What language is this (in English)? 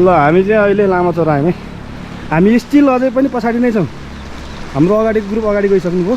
Nepali